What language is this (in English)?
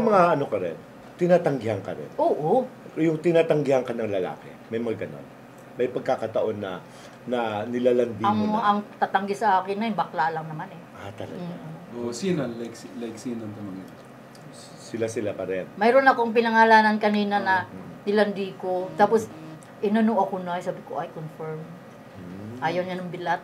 Filipino